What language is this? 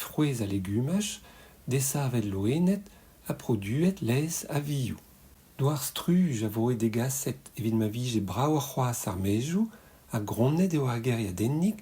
Breton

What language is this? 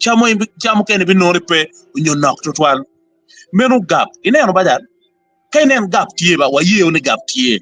Acoli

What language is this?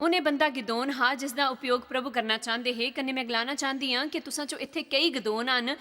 Dogri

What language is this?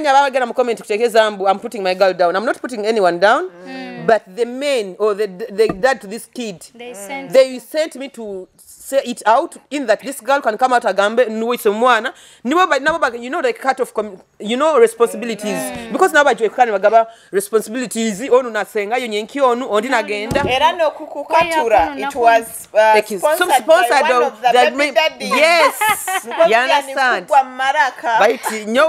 Nyoro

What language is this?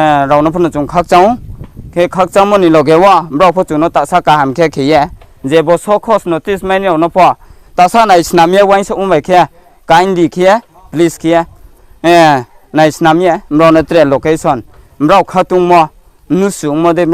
Riang (India)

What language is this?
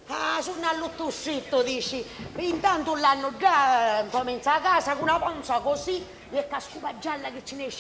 Sicilian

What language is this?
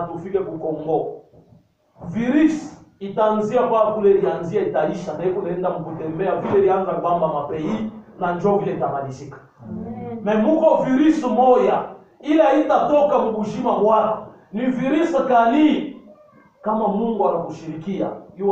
Swahili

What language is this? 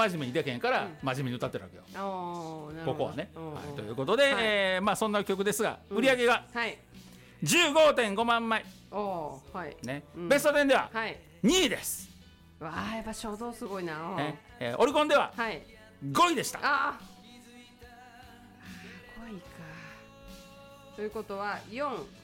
Japanese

